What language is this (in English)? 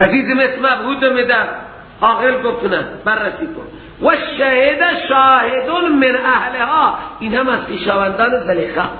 Persian